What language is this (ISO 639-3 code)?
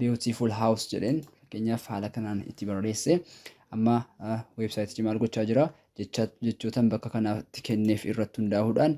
orm